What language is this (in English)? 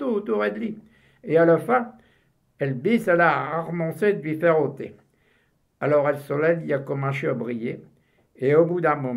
Picard